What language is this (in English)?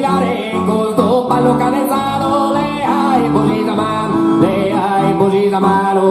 Sardinian